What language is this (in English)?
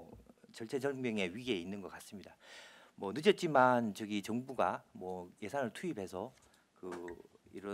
Korean